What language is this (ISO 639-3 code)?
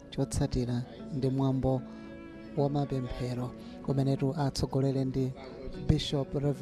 nya